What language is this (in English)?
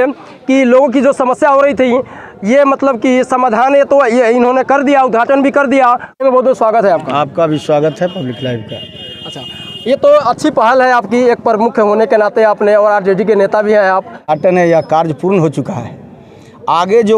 Hindi